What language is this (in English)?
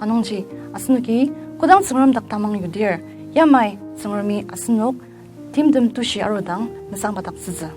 Ao Naga